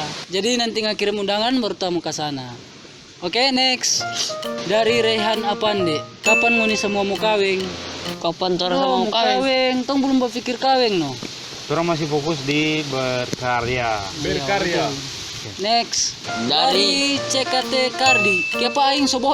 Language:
Manado Malay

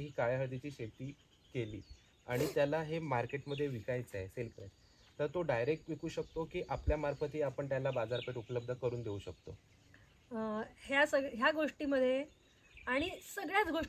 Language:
Marathi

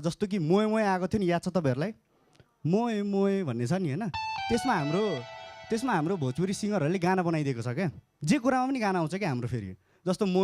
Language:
Nepali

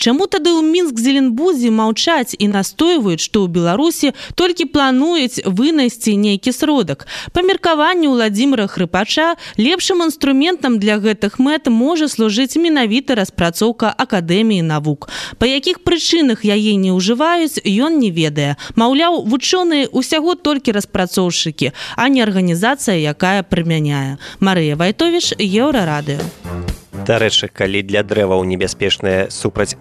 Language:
Belarusian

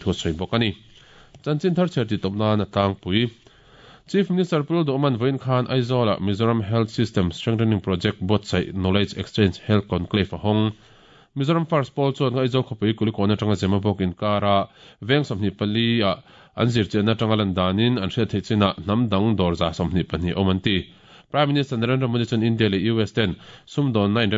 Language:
Mizo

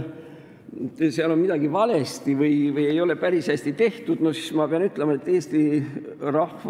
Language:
Estonian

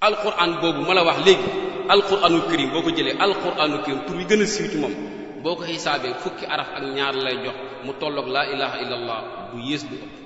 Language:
Wolof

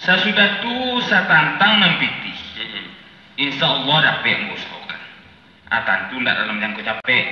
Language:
Minangkabau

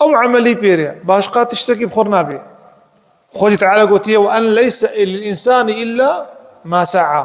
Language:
Kurdish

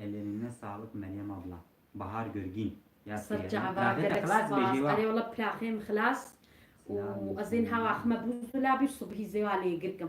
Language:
Kurdish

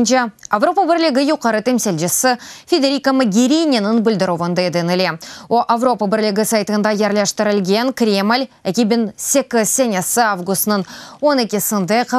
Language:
Crimean Tatar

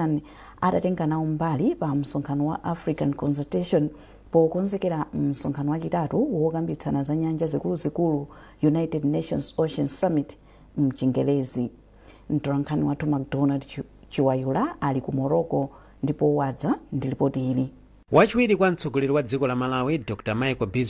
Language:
Nyanja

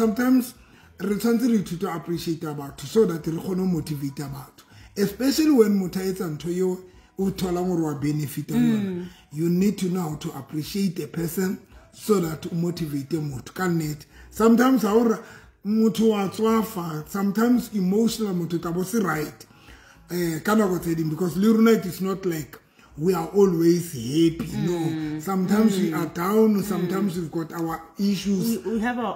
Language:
Southern Sotho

